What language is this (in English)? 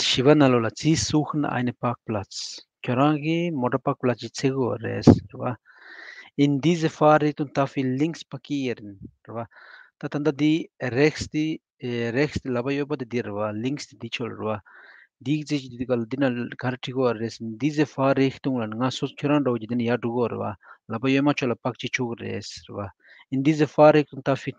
Tibetan